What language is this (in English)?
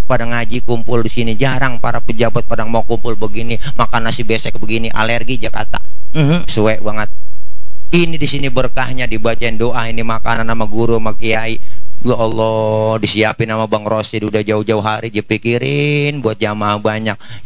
Betawi